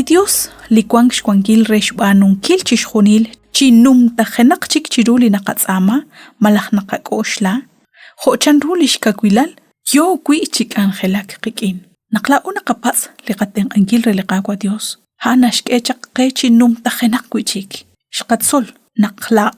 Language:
Kekchí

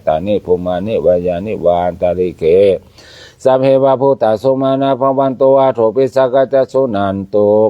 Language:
Pali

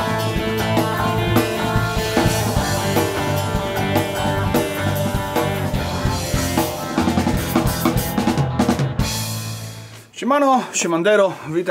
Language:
Polish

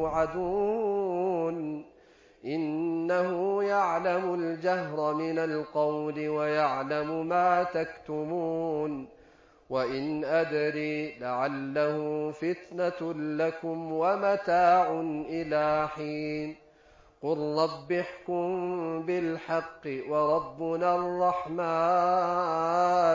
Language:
Arabic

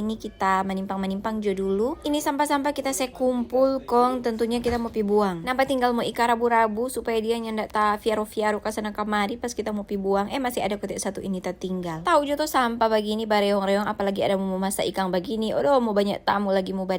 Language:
Manado Malay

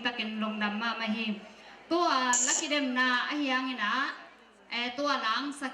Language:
Tedim Chin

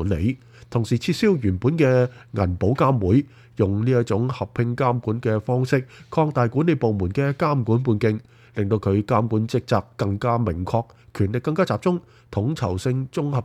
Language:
Cantonese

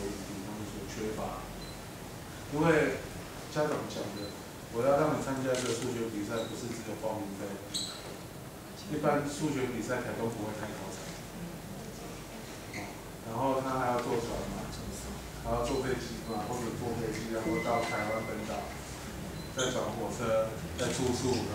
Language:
Chinese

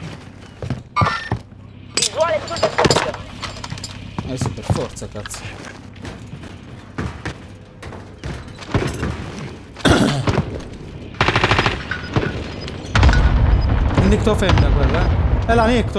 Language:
Italian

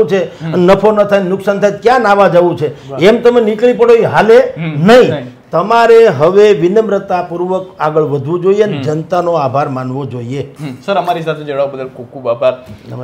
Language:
Gujarati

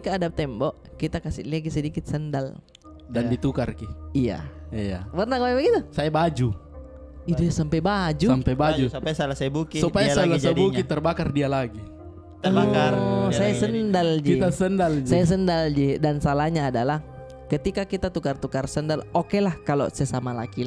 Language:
Makassar Malay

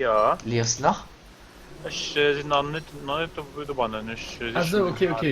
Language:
Luxembourgish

